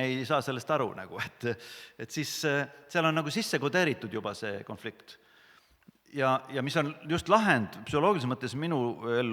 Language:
Estonian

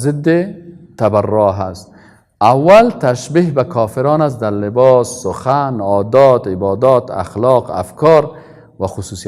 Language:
Persian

